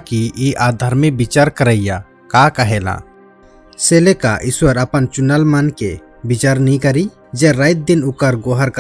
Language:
Sadri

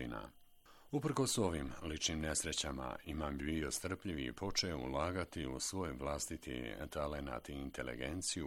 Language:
Bosnian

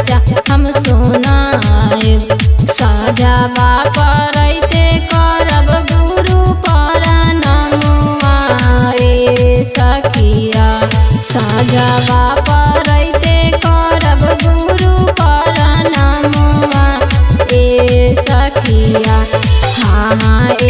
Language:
Bhojpuri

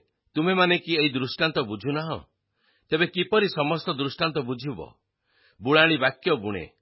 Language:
Odia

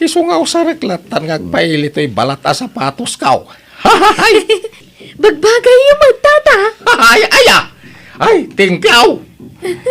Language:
Iloko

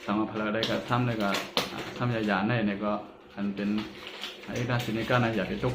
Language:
Shan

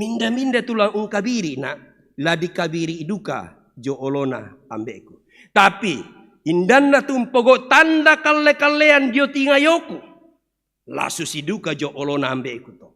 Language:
Toraja-Sa'dan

